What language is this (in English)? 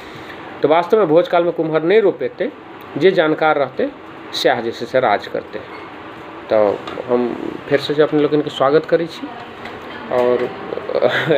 Maithili